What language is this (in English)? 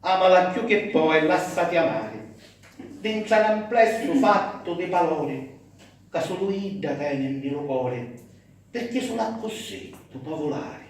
Sicilian